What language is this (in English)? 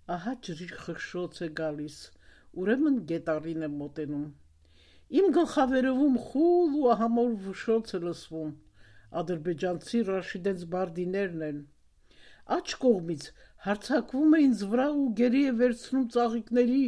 Armenian